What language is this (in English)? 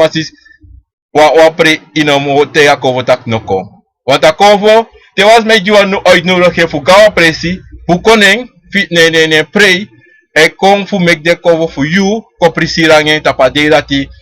Sranan Tongo